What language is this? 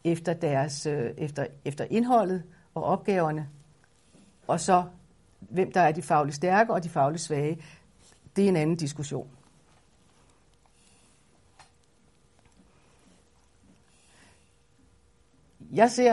Danish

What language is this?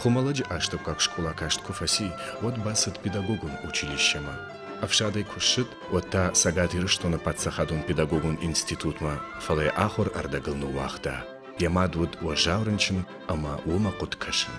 Ossetic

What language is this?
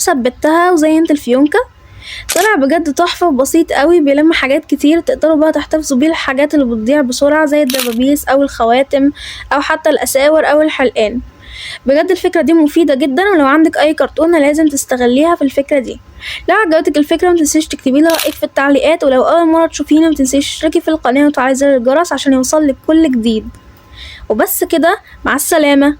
Egyptian Arabic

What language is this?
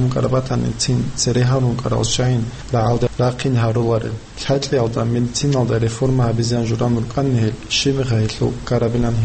Avaric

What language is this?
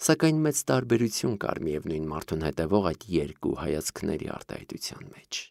Armenian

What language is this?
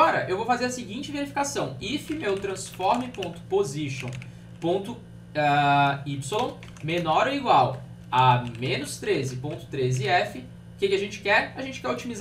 Portuguese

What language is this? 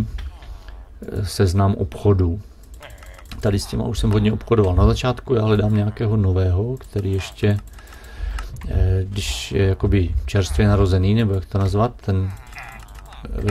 Czech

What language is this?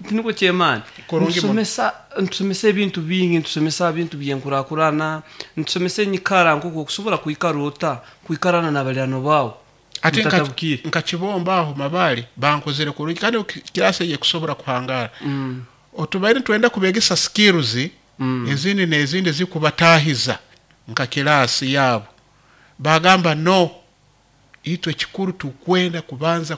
Nyoro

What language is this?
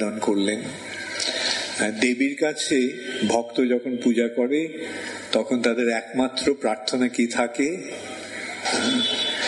Bangla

